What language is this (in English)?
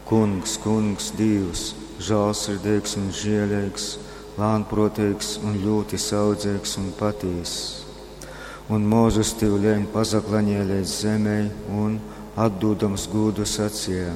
Latgalian